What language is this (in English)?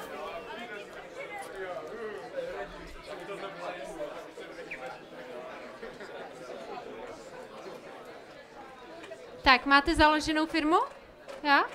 Czech